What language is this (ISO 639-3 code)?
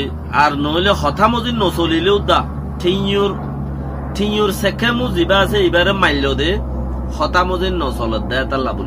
rhg